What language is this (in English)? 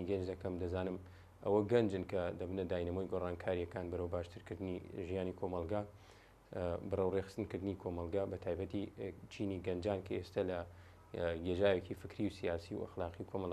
Central Kurdish